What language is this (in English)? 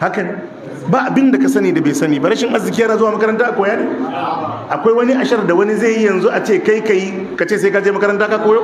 Hausa